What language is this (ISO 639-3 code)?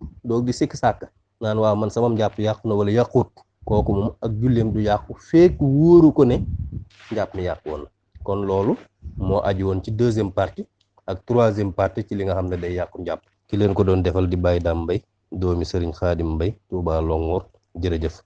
wol